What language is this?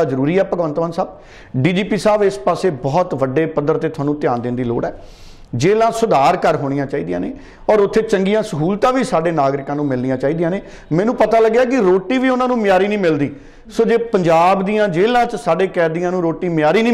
Punjabi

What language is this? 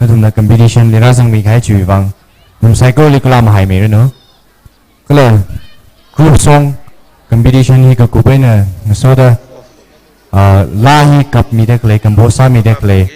Tangkhul Naga (India)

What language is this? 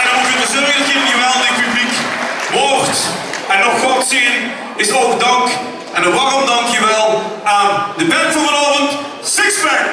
Limburgish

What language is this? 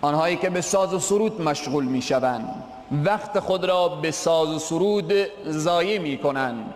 Persian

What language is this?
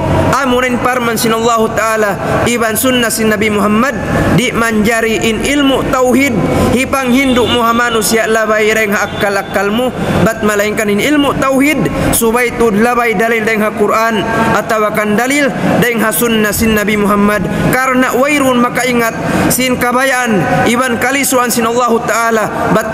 Tausug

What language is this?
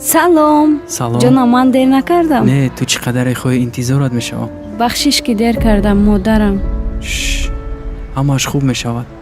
Tajik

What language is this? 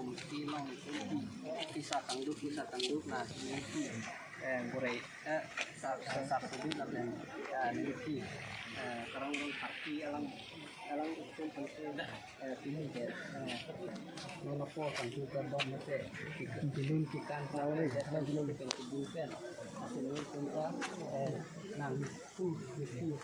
Karbi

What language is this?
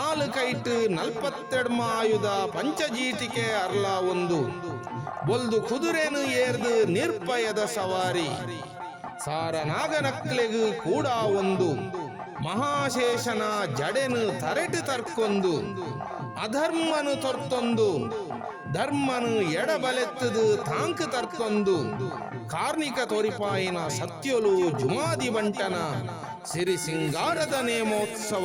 Tulu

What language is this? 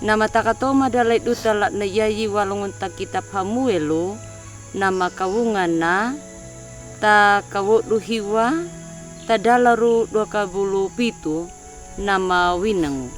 Anakalangu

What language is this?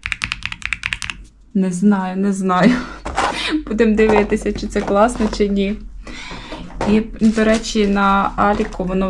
Ukrainian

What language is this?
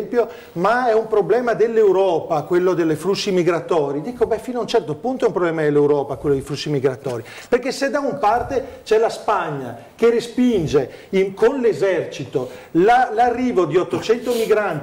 Italian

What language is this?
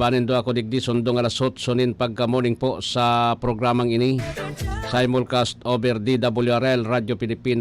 Bikol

